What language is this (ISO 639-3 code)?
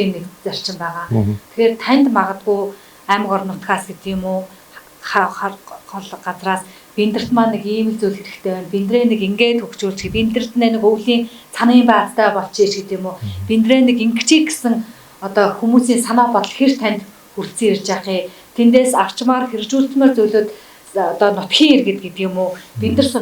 mon